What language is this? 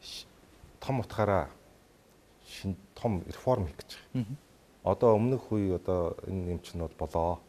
Mongolian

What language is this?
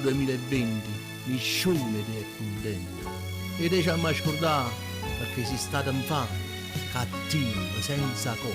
Neapolitan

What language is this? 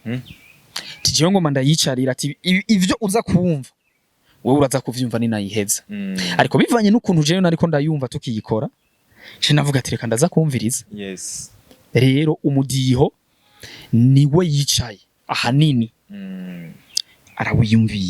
Rundi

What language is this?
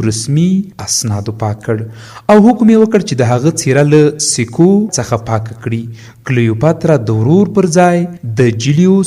Pashto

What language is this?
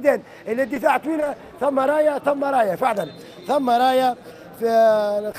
Tunisian Arabic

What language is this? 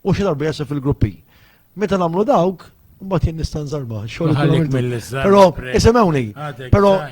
Maltese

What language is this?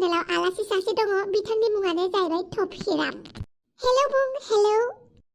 Bodo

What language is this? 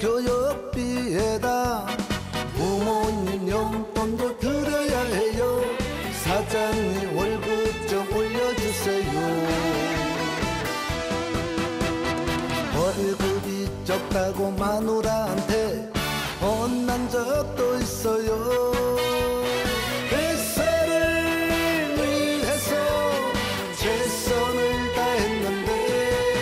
Korean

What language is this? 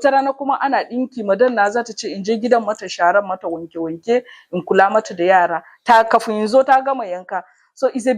Hausa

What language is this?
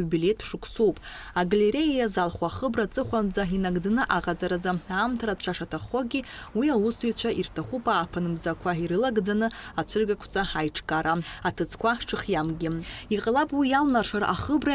Abkhazian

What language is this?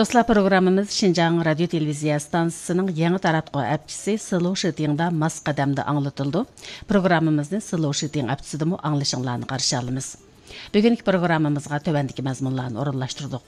Uyghur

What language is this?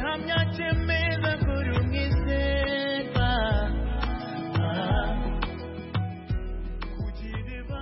Kinyarwanda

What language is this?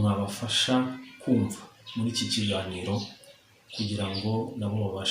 Kinyarwanda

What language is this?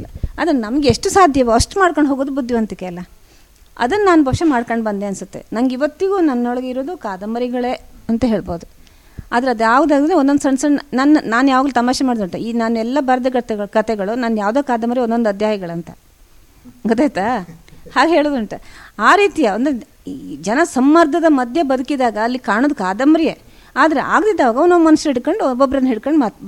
Kannada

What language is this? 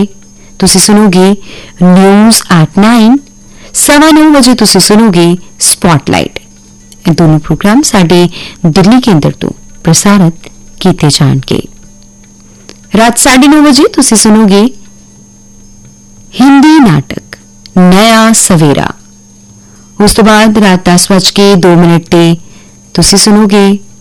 Punjabi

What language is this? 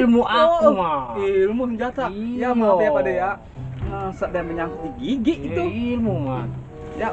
Betawi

